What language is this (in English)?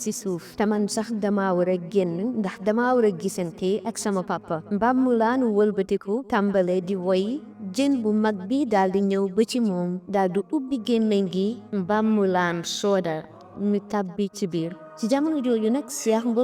Wolof